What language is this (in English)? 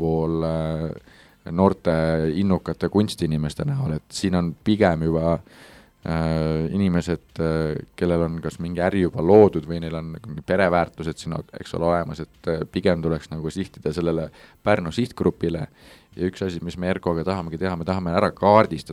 Estonian